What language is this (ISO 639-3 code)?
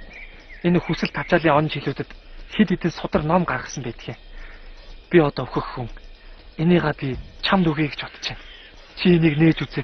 mon